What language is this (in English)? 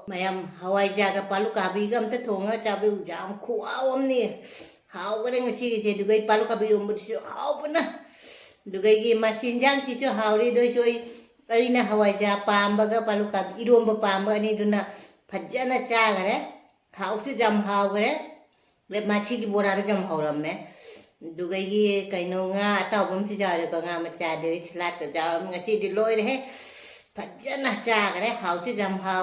Manipuri